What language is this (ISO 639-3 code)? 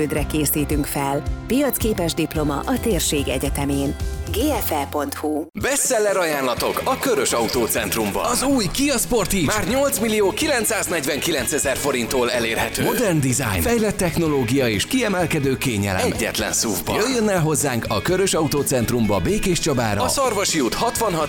hun